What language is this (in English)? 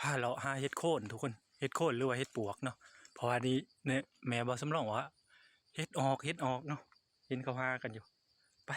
Northeastern Thai